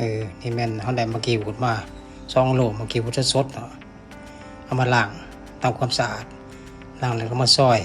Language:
Lao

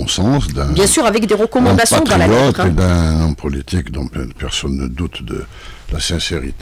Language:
French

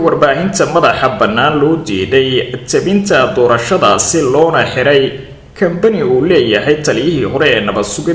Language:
Somali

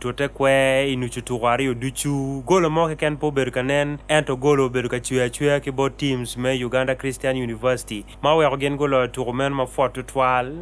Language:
Acoli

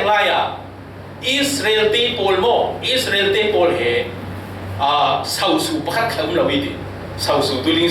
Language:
Falam Chin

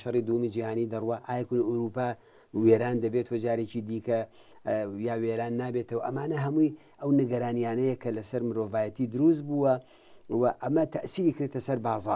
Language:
Central Kurdish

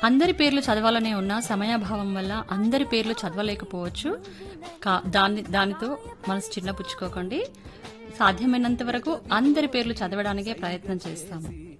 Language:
Telugu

